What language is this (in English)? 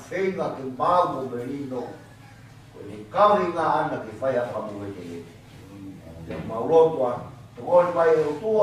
Tongan